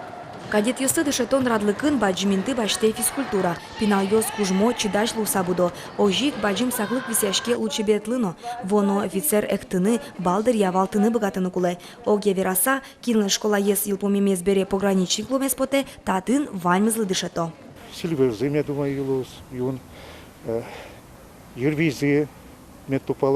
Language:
Udmurt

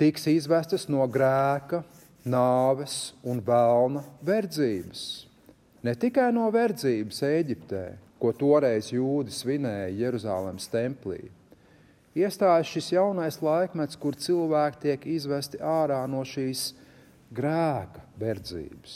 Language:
Latvian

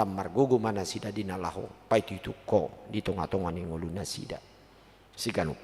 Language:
Batak Toba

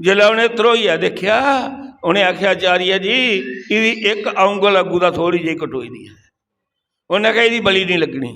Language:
Dogri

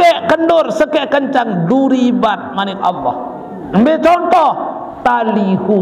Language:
Sasak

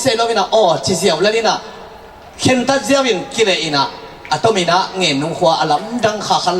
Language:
Tedim Chin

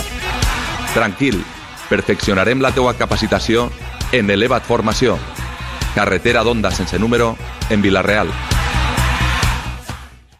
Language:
Catalan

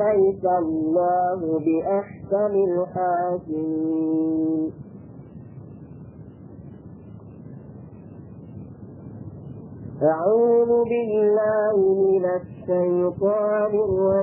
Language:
Filipino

